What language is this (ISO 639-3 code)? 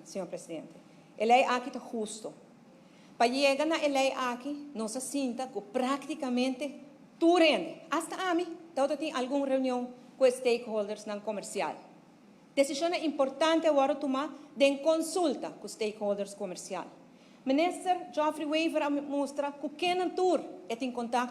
pap